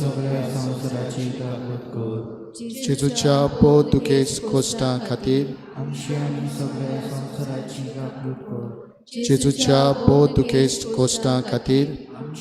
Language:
Konkani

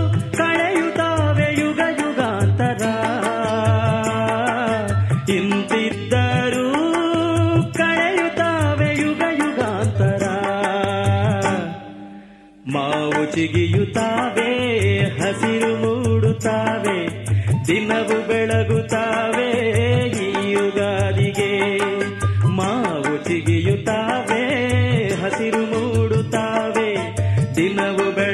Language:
Kannada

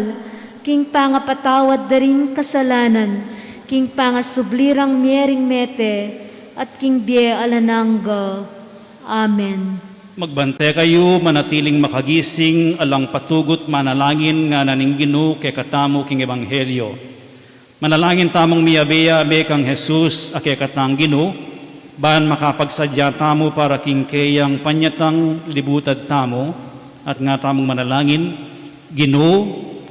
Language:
Pampanga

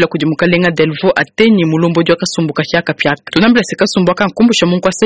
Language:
Luba-Lulua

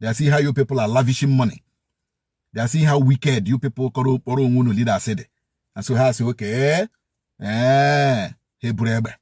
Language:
Igbo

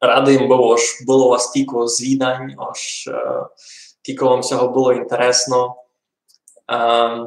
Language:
Rusyn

